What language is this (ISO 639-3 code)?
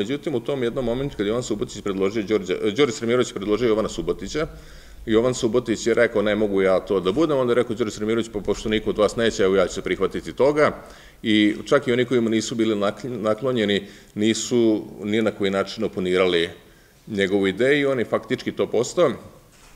srp